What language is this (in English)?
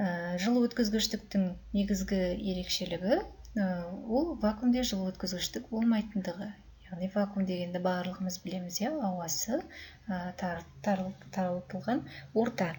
Kazakh